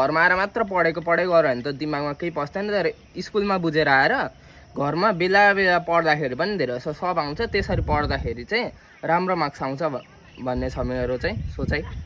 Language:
Nepali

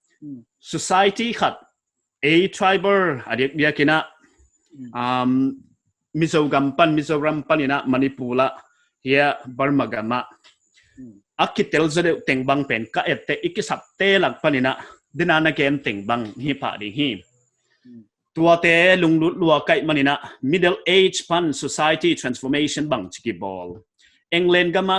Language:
Paite Chin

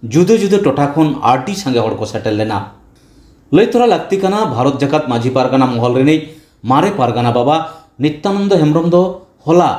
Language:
Santali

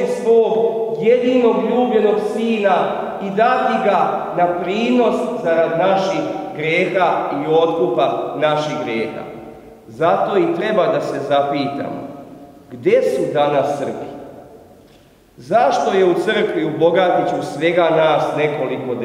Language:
Serbian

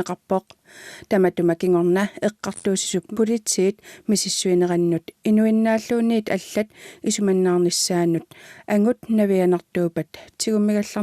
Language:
Kalaallisut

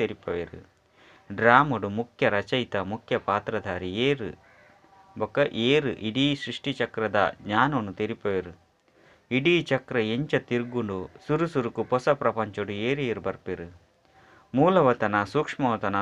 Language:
Tulu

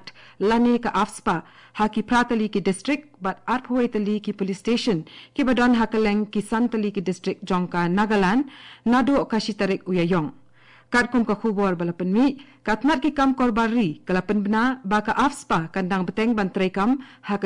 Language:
Khasi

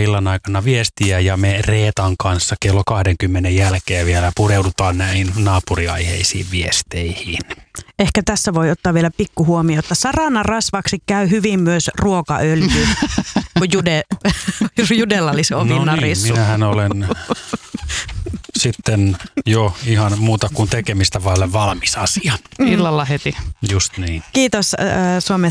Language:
Finnish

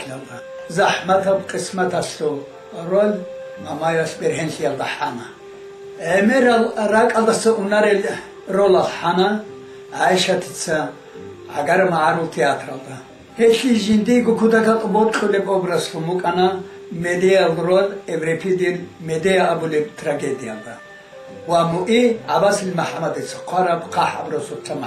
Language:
Avaric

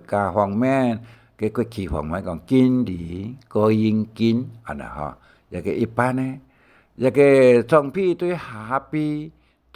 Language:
Hakka Chinese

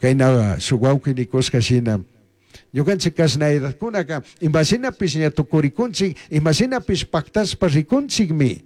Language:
Chimborazo Highland Quichua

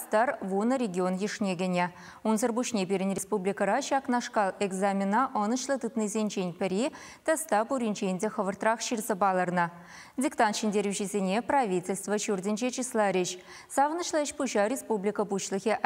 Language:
Chuvash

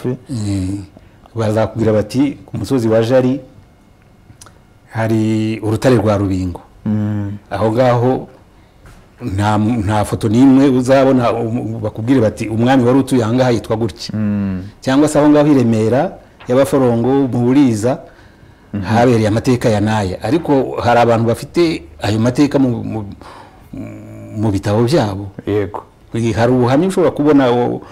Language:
Kinyarwanda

